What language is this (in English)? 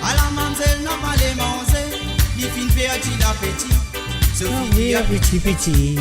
Morisyen